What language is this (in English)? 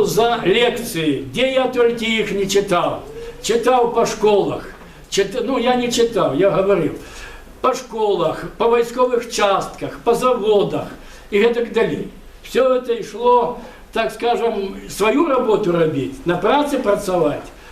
Belarusian